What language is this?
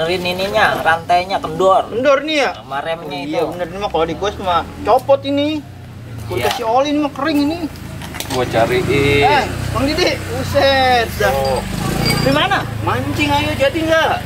Betawi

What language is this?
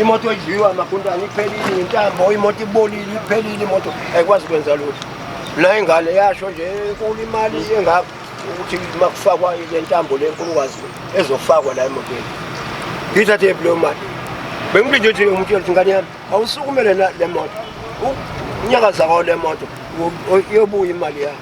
Zulu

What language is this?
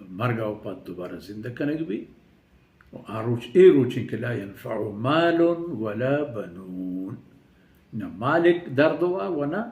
Baluchi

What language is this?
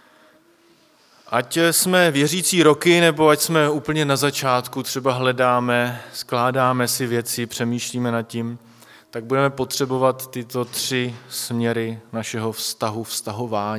Czech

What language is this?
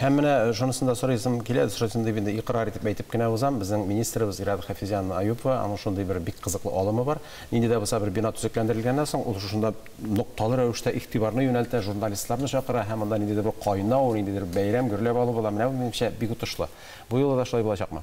Tatar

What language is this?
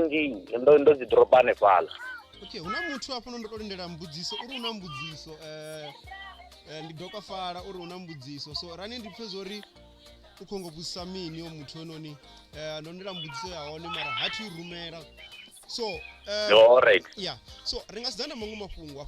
Venda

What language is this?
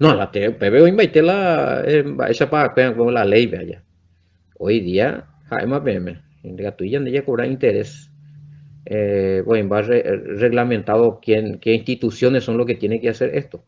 Guarani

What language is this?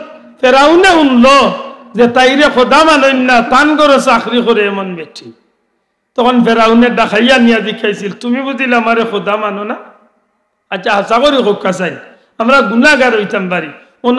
Sylheti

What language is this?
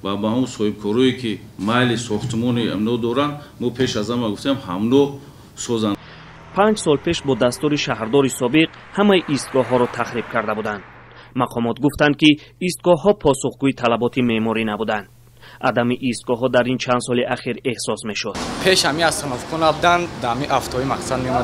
Tajik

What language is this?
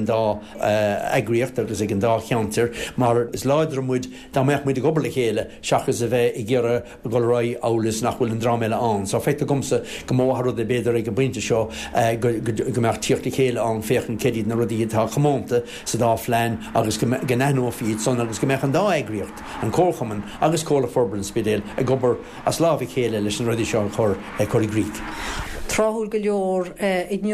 Irish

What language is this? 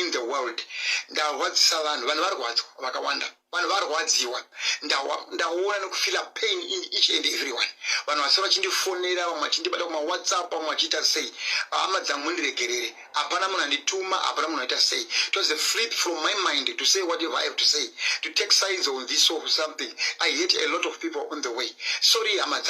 Shona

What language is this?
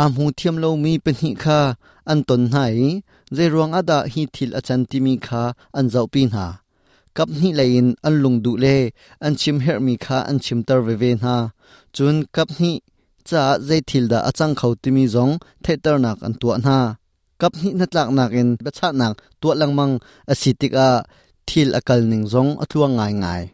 Hakha Chin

